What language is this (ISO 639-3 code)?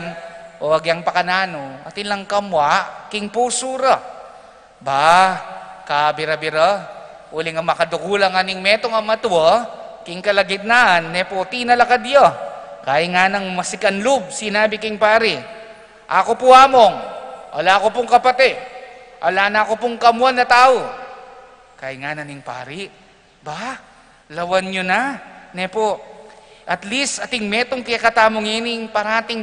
pam